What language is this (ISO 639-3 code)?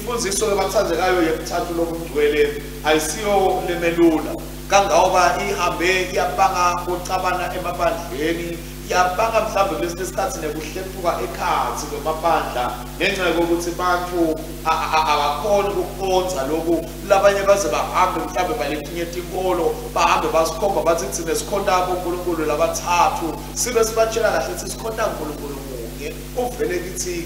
ssw